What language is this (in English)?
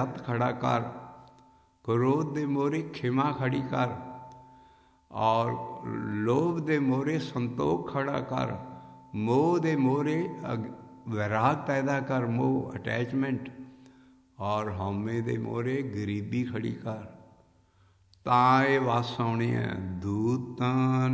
Punjabi